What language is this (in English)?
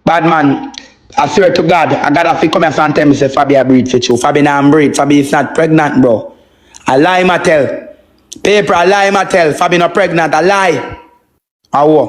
Jamaican Creole English